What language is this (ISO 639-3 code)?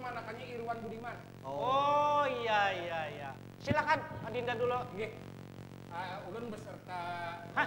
bjn